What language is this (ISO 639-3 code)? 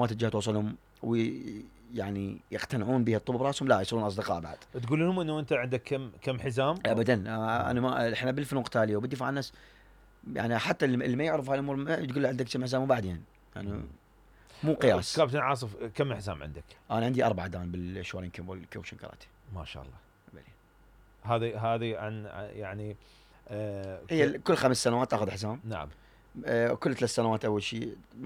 acm